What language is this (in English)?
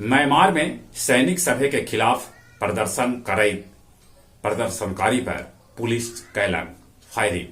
Magahi